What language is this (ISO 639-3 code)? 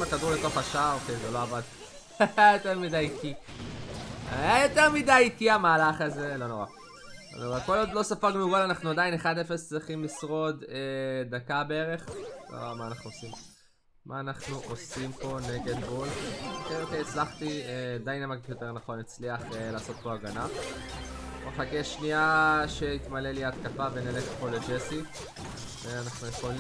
heb